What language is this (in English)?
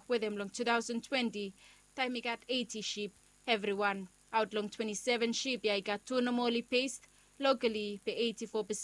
Bislama